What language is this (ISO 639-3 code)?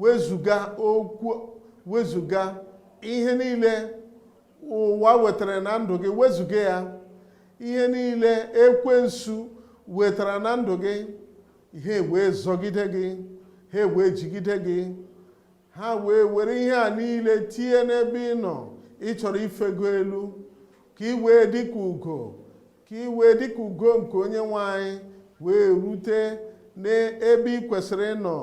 ibo